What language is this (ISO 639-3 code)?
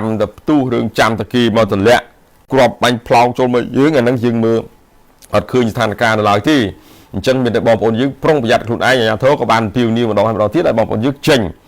khm